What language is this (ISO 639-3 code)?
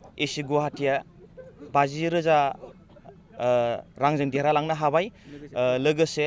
brx